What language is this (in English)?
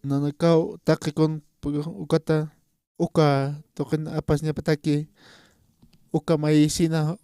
Aymara